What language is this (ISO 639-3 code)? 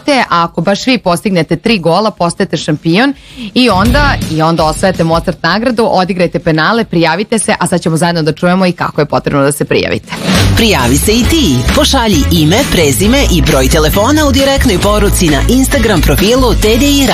srp